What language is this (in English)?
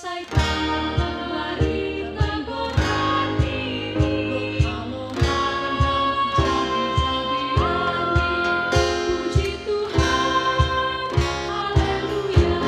Batak Simalungun